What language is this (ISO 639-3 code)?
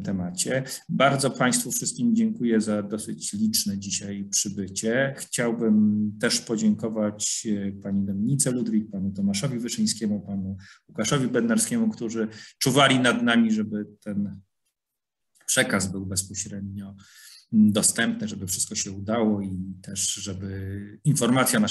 pol